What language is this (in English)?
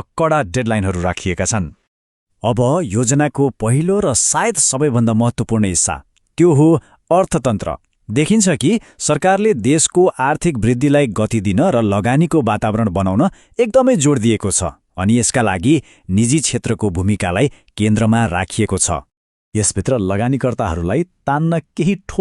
Nepali